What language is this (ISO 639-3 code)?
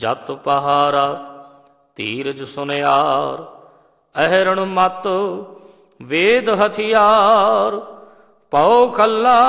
pan